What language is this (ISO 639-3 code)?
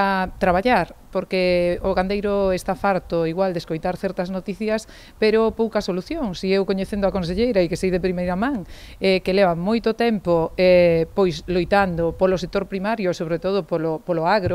glg